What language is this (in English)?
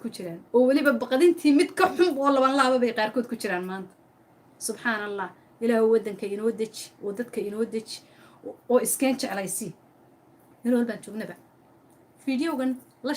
Somali